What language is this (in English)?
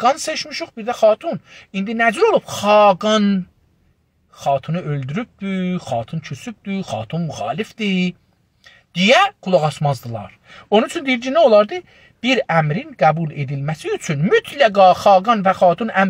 South Azerbaijani